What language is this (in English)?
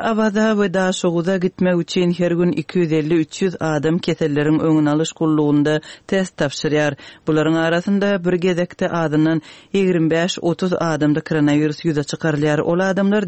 Turkmen